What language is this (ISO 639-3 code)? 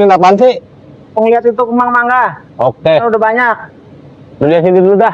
bew